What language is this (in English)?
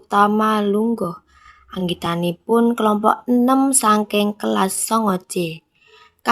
Javanese